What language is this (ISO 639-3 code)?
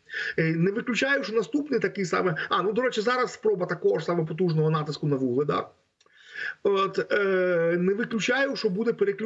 ukr